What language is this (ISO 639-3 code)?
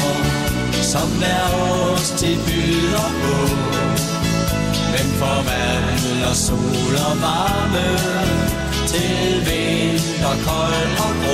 dan